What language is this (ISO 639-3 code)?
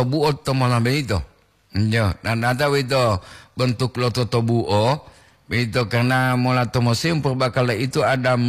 gor